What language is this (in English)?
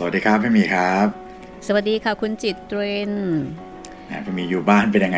Thai